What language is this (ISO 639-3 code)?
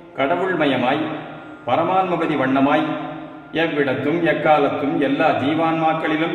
tam